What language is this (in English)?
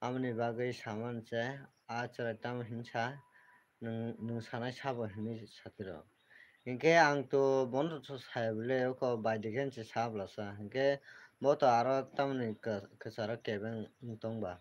Kok Borok